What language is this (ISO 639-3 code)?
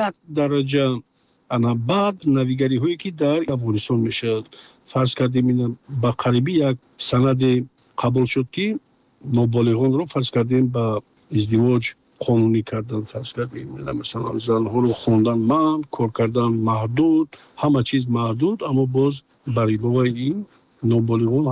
tgk